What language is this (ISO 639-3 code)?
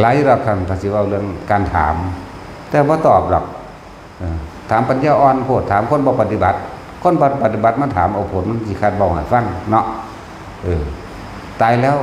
tts